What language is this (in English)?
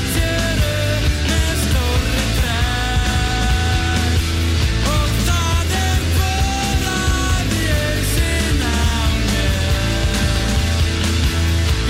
Icelandic